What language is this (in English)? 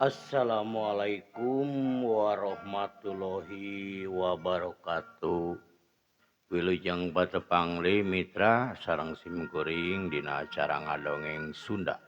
Sundanese